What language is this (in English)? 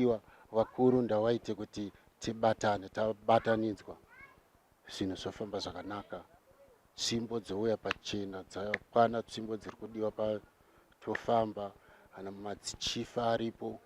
Shona